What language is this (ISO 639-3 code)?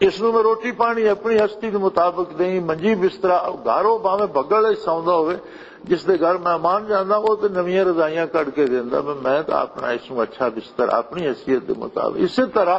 lah